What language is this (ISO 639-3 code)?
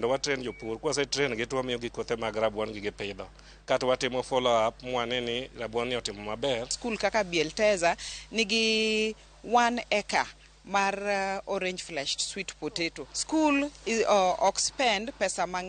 luo